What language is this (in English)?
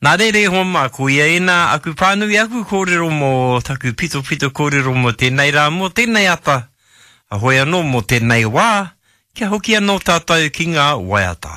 Māori